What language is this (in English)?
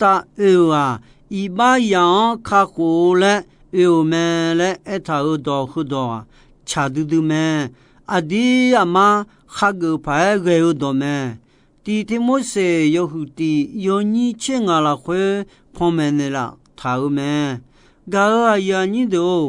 Akha